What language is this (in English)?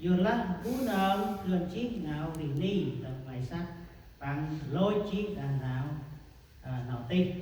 Central Mnong